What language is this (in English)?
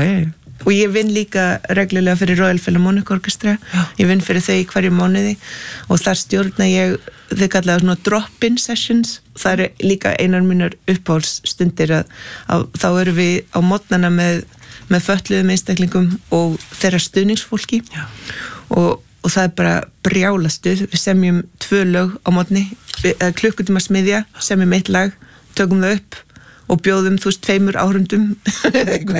Icelandic